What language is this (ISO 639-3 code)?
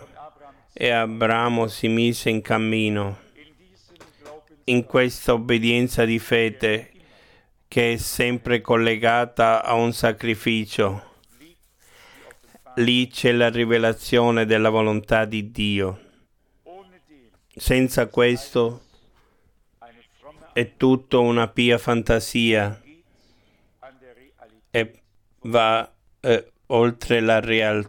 ita